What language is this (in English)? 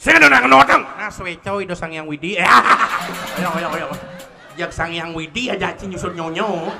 Balinese